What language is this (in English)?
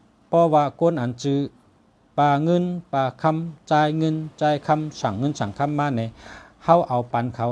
Shan